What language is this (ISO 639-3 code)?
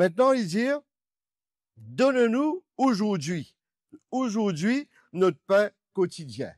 mfe